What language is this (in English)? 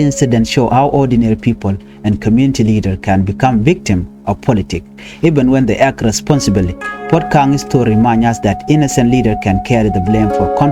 Nuer